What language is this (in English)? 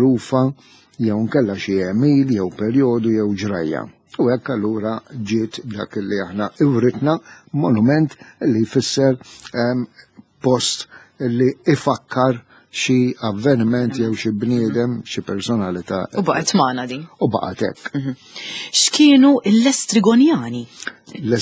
Maltese